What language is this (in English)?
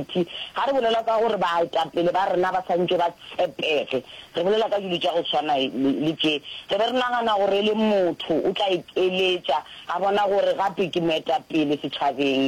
Northern Sotho